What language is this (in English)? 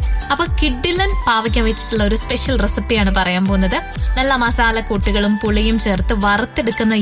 Malayalam